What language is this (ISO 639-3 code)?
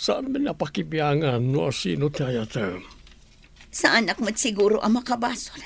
ilo